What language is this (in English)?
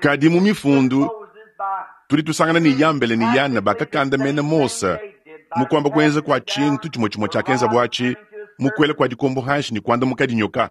Luba-Lulua